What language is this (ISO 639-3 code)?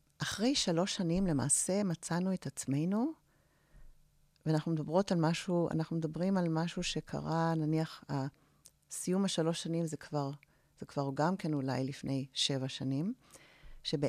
heb